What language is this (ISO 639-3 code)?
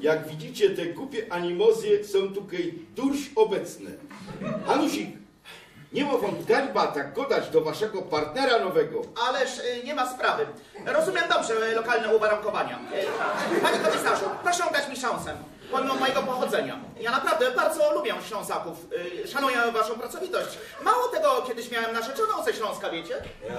szl